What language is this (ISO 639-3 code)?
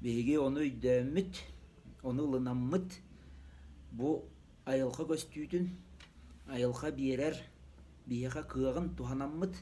sah